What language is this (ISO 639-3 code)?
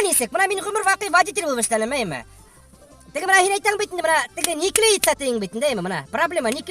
bak